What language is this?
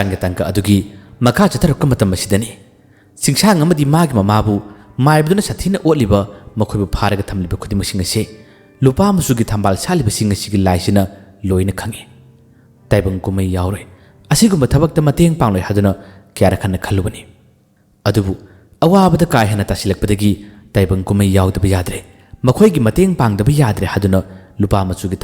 Manipuri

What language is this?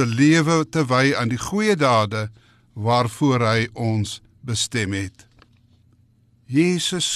Afrikaans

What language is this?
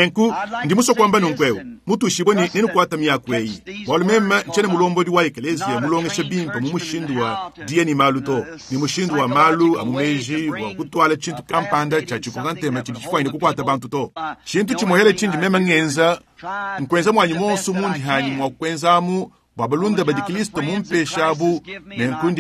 Luba-Lulua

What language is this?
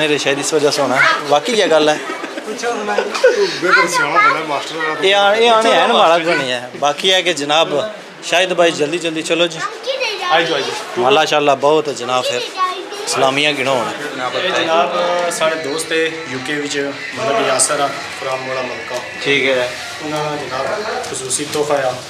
Pahari-Potwari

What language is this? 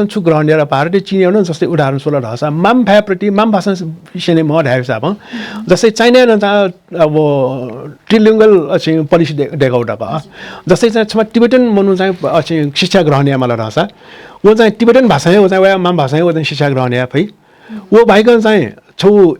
Newari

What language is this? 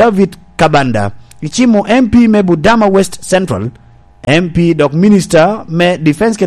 Lango (Uganda)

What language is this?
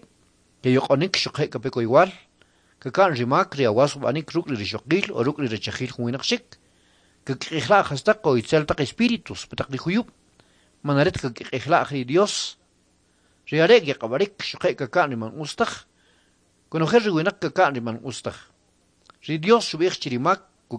Kʼicheʼ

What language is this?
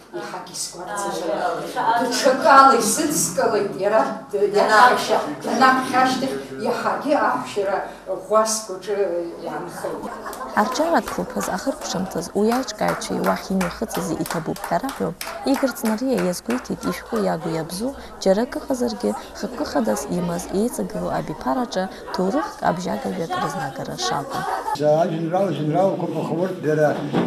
Abkhazian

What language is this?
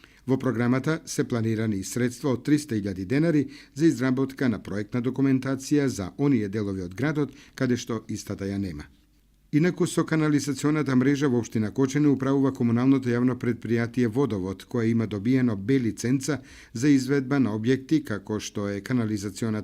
Macedonian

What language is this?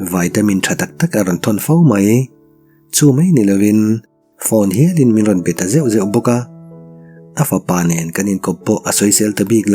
Mizo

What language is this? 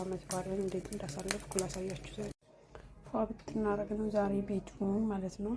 Amharic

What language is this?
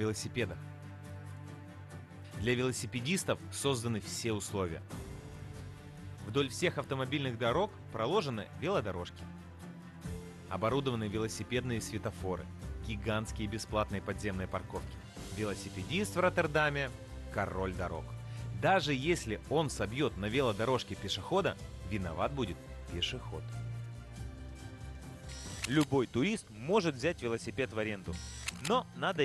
Russian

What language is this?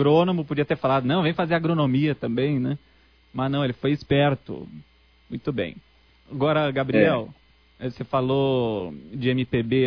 Portuguese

